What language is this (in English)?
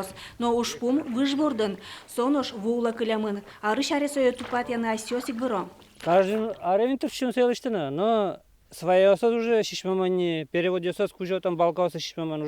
Udmurt